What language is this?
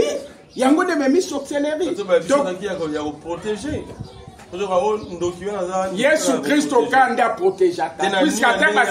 Lingala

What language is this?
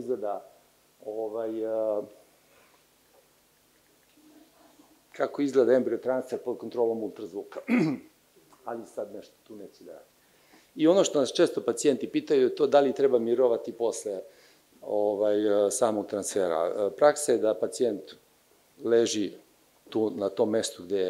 Serbian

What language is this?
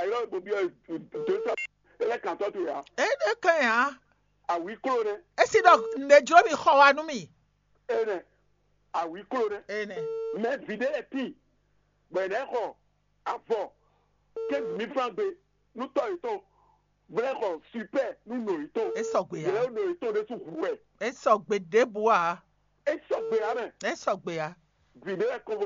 Fon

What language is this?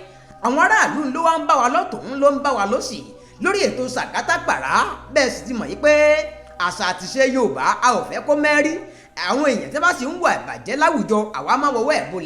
Yoruba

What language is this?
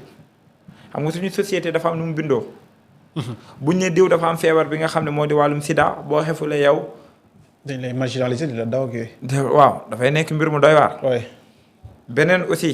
Wolof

